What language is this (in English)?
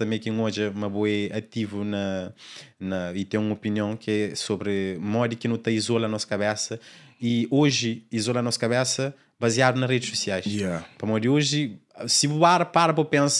Kabuverdianu